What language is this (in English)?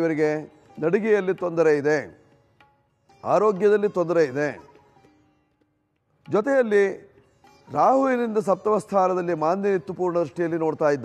Kannada